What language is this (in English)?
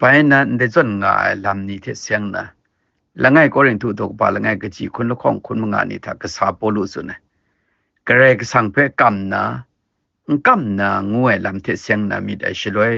Kachin